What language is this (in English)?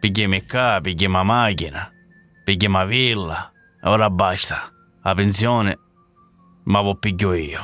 Sicilian